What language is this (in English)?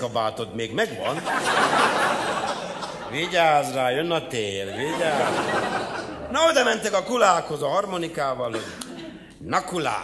Hungarian